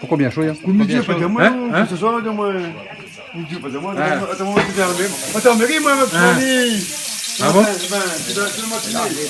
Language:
Réunion Creole French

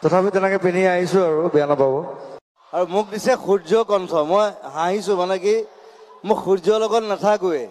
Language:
Assamese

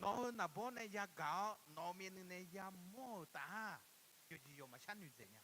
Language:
Akha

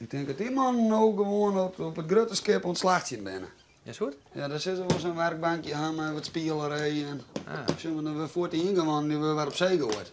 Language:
Western Frisian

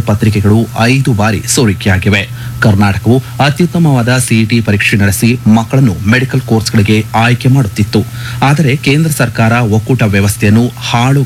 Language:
Kannada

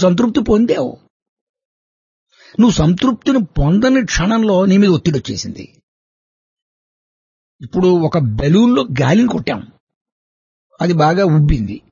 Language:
Telugu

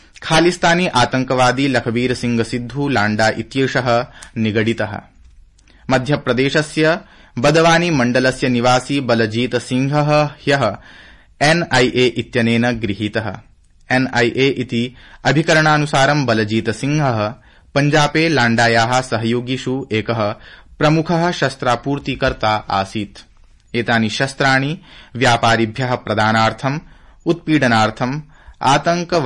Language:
Sanskrit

